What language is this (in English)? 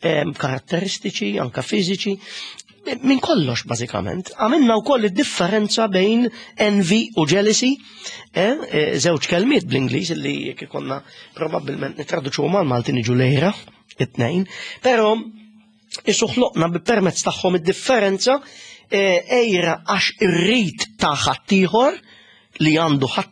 Maltese